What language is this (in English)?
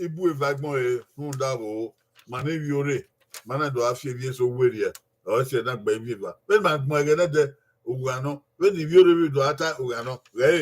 Bini